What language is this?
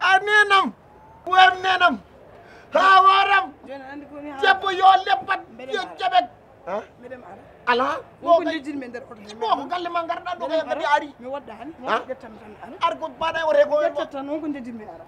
Fula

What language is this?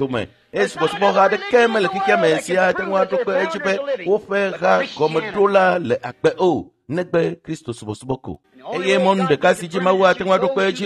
Ewe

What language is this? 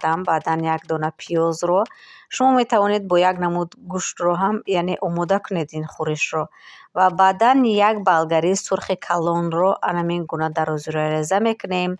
Tajik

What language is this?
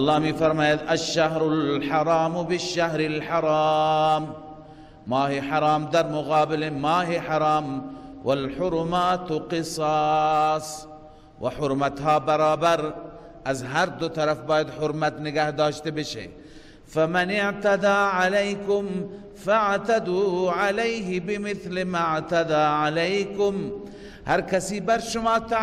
Persian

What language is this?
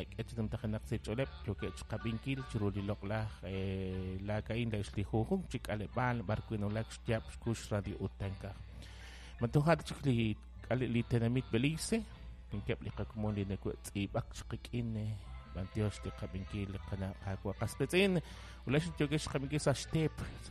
Kekchí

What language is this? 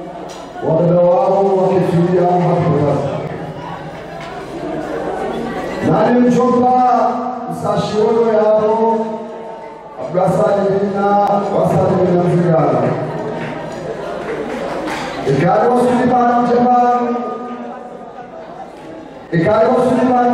Swahili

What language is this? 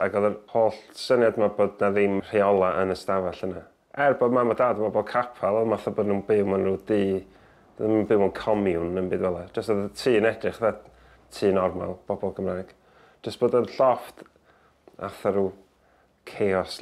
Welsh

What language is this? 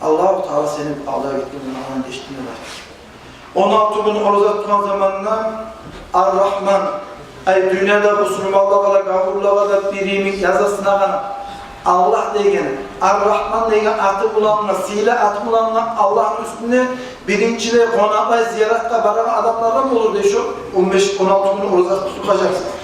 Kumyk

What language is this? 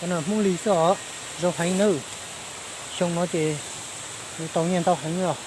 Hmong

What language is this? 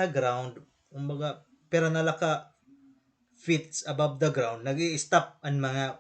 Waray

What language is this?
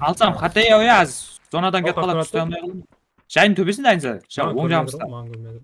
Kara-Kalpak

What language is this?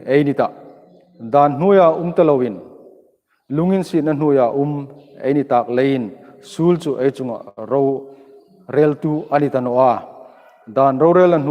Hmar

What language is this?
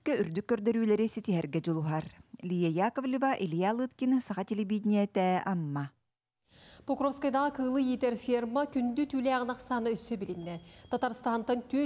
Yakut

